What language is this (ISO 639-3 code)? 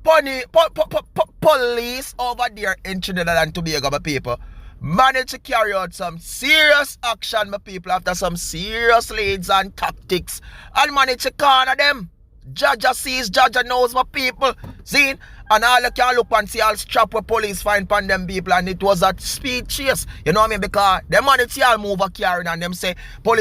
jam